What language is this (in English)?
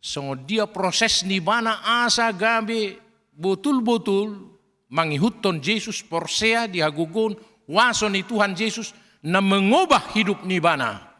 Batak Toba